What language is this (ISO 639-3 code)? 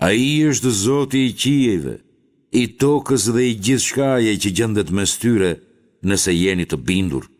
sqi